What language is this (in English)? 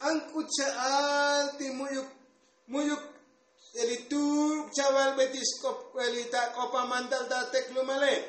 Tzotzil